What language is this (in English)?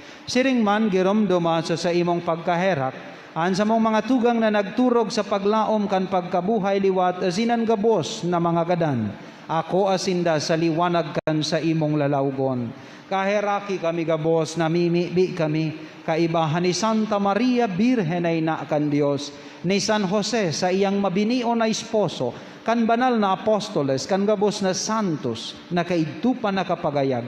Bikol